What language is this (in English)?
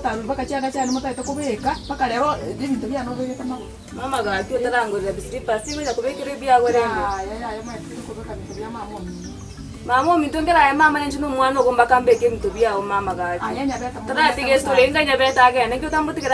Gusii